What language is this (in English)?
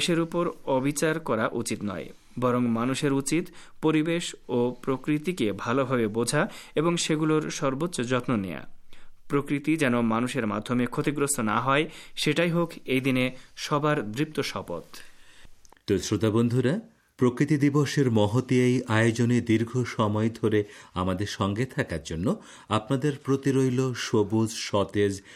Bangla